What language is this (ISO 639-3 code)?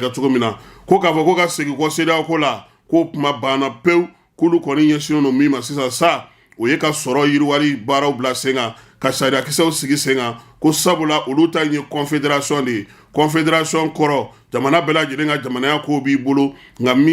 bam